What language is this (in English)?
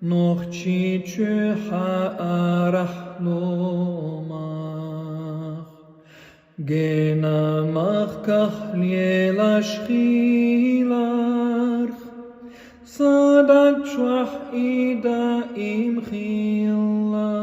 Chechen